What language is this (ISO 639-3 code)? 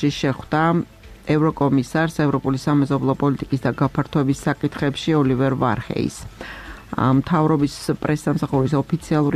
kat